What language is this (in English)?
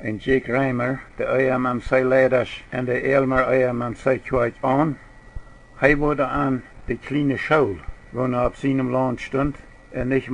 Plautdietsch